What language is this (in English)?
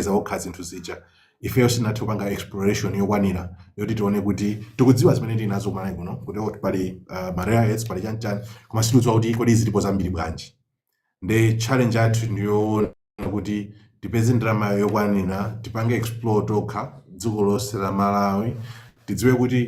Nyanja